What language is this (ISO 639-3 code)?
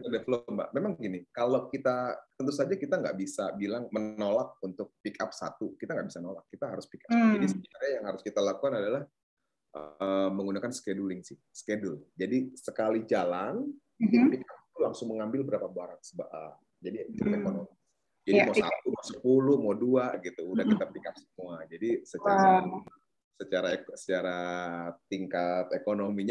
ind